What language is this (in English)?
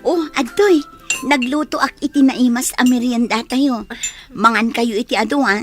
Iloko